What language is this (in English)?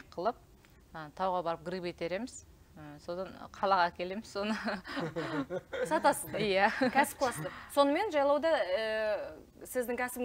Kazakh